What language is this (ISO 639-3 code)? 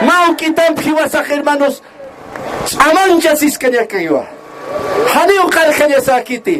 aym